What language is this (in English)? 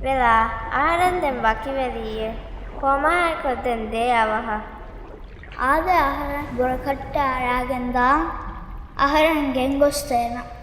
Divehi